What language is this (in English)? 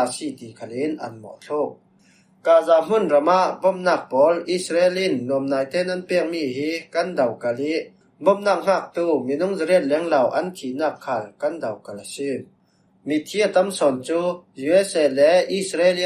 Falam Chin